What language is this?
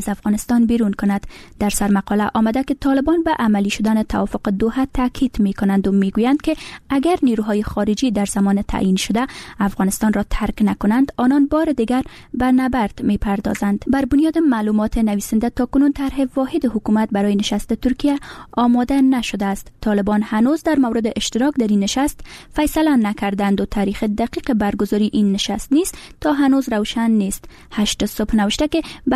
Persian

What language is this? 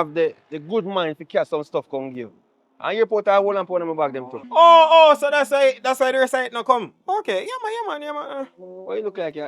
Jamaican Creole English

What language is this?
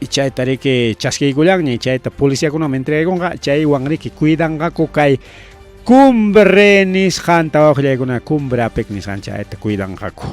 Ayacucho Quechua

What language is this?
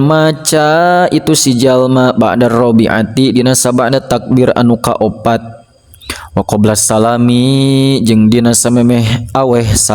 Sundanese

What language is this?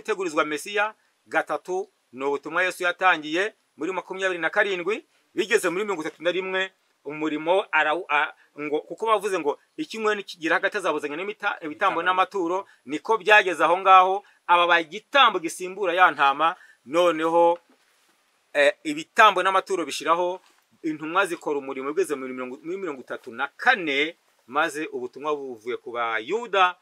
Kinyarwanda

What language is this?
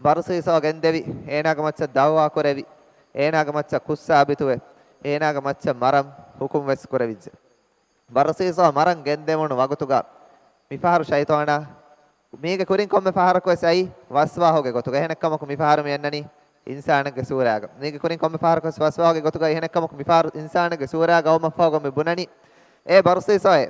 Divehi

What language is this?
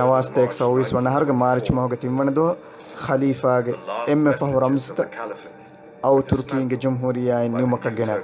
Divehi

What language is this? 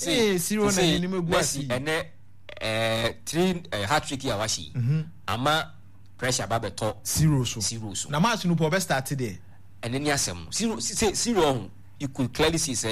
Akan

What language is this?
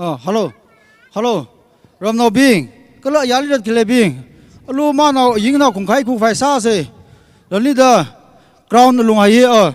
Tangkhul Naga (India)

